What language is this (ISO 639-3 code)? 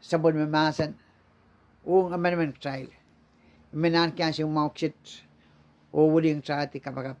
pon